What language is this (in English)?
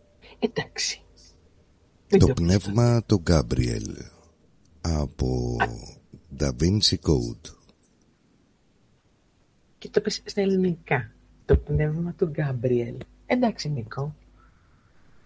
Greek